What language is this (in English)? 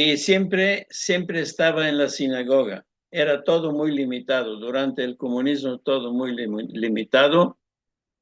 Ladino